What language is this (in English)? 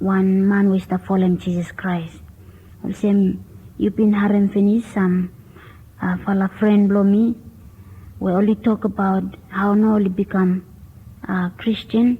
Bislama